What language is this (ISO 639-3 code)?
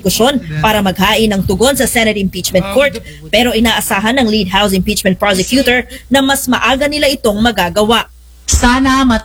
fil